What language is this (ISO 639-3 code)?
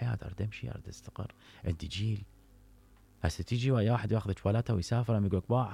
acm